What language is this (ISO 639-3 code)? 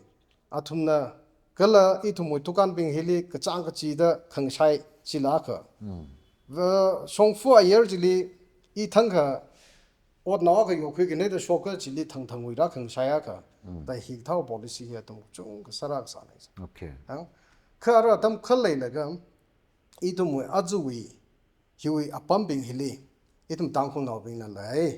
nmf